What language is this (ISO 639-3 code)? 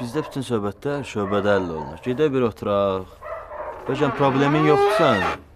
aze